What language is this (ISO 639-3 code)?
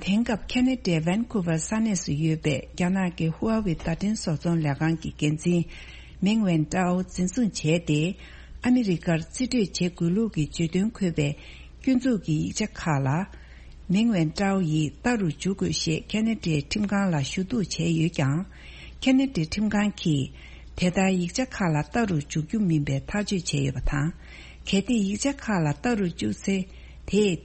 bod